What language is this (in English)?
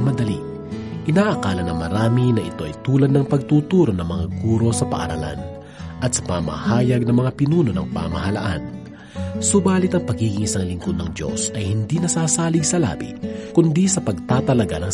Filipino